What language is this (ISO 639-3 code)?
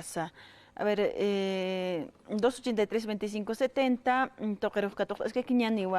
aym